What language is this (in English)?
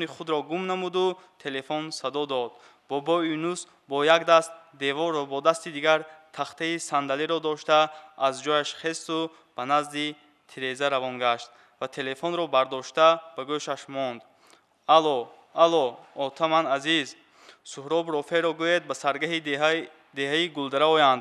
Tajik